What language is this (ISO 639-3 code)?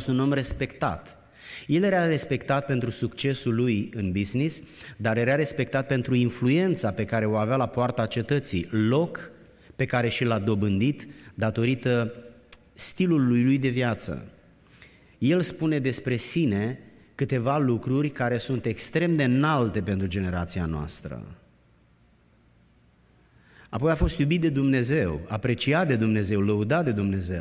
ron